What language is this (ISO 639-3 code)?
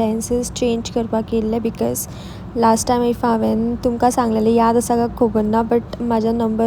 kok